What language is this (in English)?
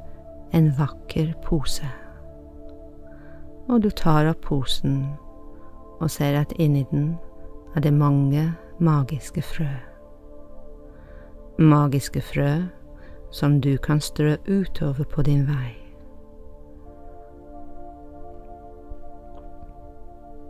Norwegian